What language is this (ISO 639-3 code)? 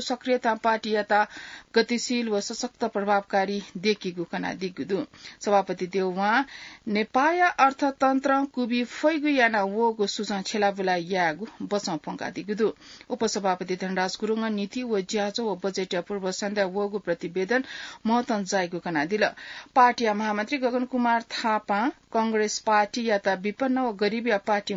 new